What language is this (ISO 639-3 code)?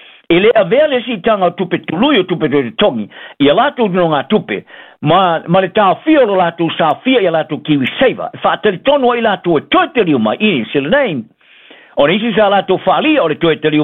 smo